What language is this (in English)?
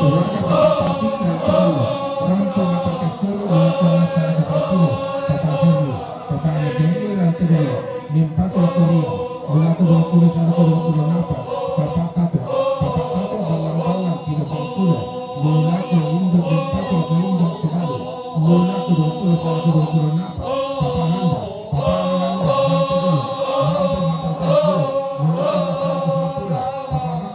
Toraja-Sa'dan